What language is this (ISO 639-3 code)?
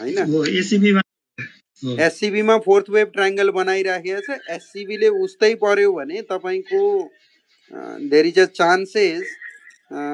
nep